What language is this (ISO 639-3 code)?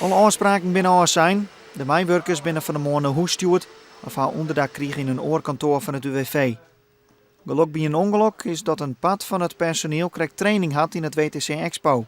fry